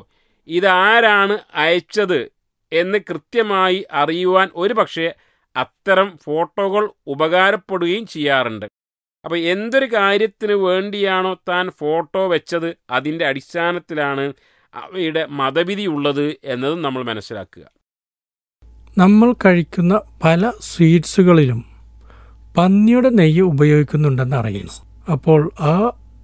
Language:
Malayalam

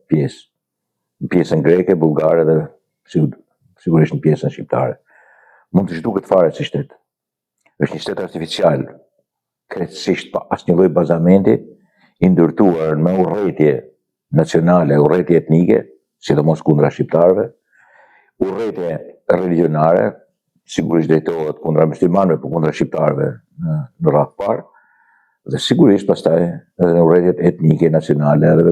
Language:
Albanian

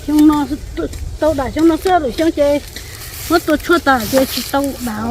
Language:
Hmong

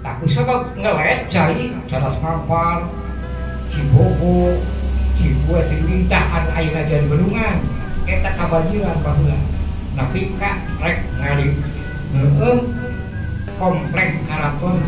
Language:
Sundanese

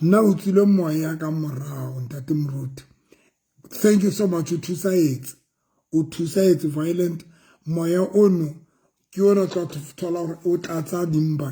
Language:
Southern Sotho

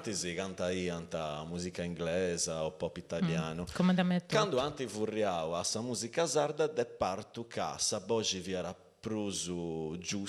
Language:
Sardinian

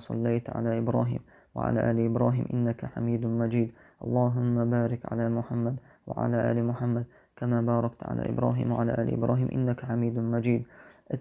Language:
Chechen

